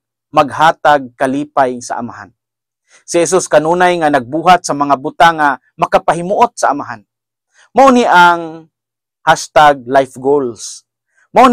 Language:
Cebuano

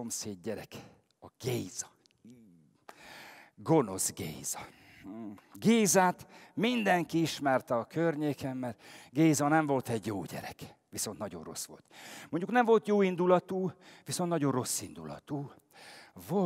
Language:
Hungarian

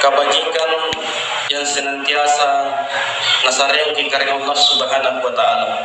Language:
Makasar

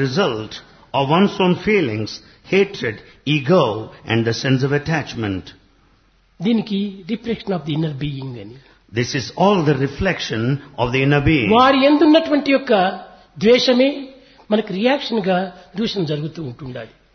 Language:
Telugu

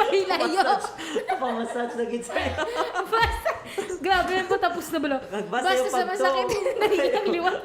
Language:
Hiligaynon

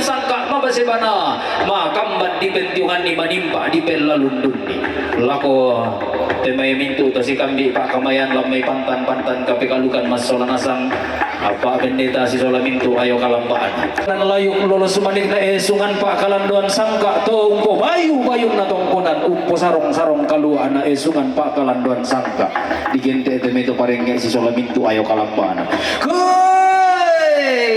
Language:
Toraja-Sa'dan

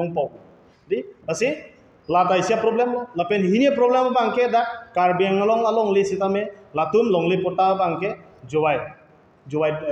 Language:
Karbi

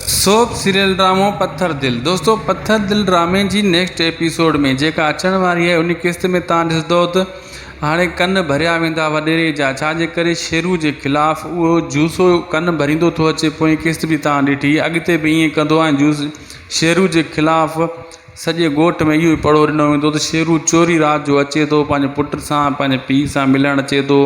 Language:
Sindhi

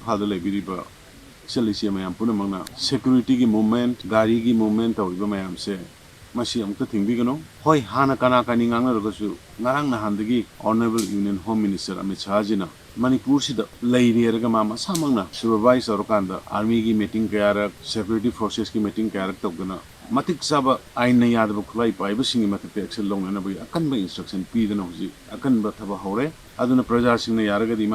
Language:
Manipuri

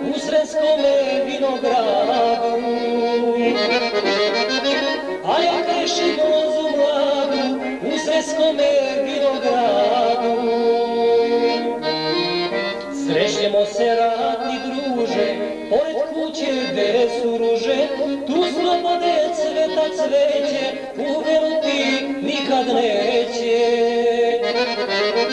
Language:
Serbian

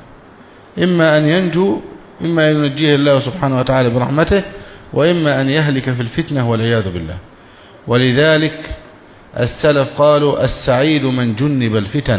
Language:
Arabic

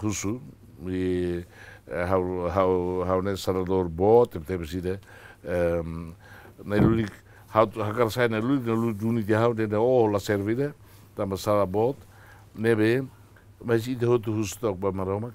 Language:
Tetum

